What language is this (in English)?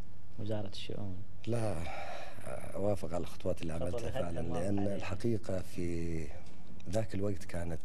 Gulf Arabic